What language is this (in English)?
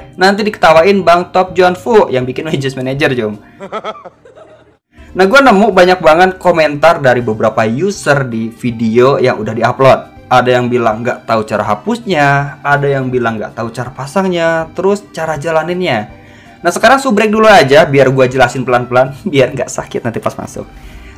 Indonesian